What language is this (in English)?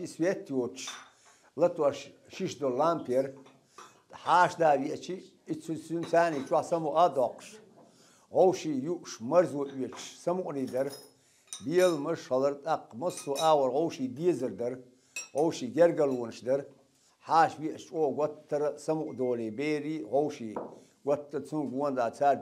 Chechen